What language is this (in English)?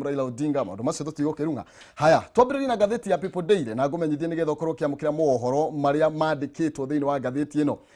Kikuyu